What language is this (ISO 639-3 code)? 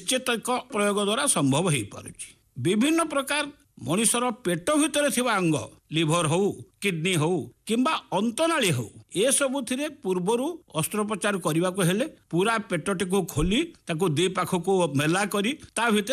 ori